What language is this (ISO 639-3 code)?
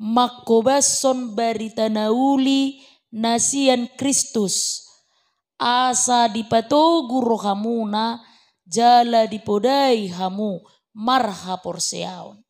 bbc